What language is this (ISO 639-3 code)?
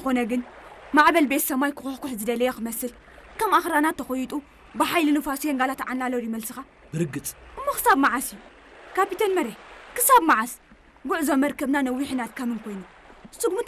tir